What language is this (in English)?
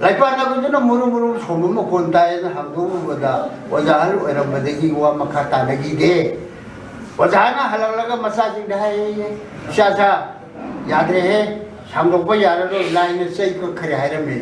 Manipuri